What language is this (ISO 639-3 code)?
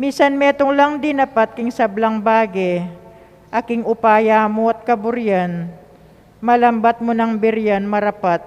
pam